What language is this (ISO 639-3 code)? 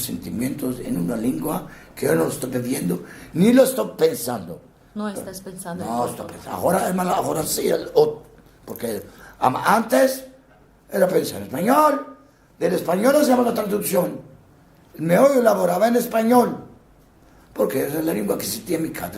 lad